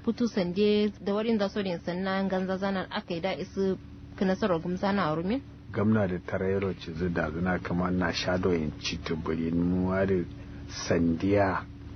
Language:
Kanuri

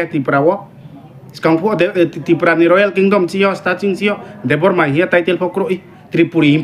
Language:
Riang (India)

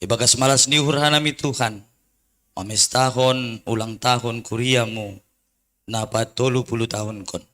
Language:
Batak Simalungun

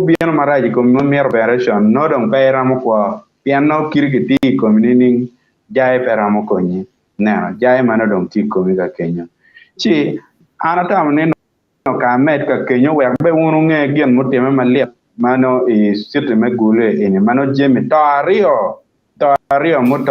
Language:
Acoli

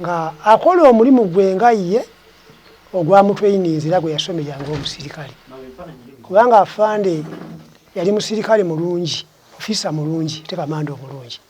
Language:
Ganda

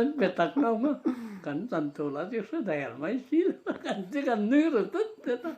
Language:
Mizo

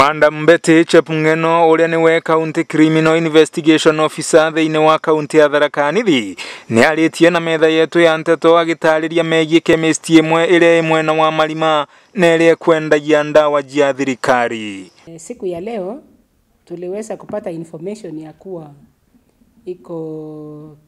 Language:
Meru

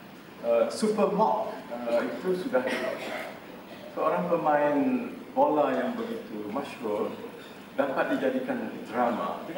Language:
Malay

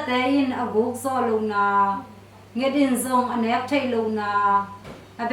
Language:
Tedim Chin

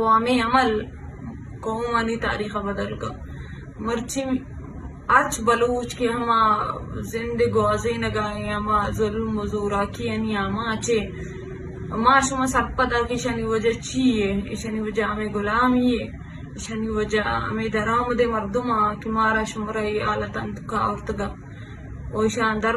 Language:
Eastern Balochi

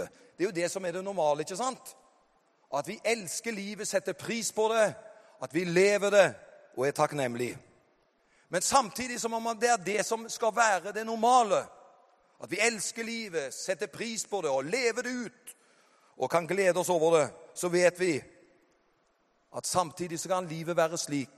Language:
Norwegian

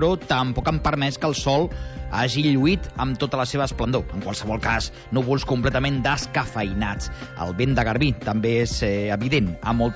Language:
Catalan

